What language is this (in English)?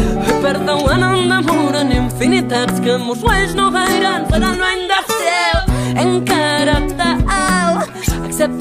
Occitan